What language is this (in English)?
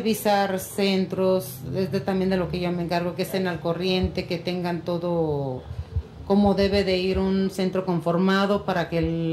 Spanish